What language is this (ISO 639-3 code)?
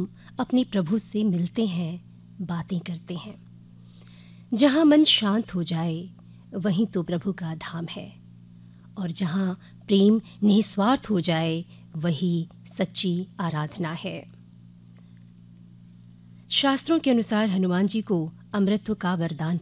hin